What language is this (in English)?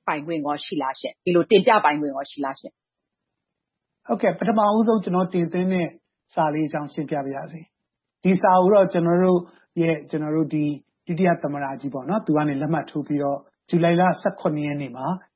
Burmese